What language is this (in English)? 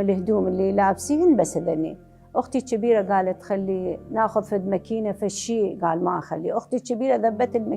Mesopotamian Arabic